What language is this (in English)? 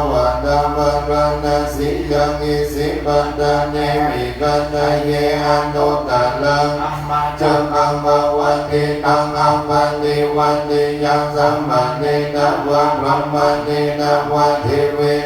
Pali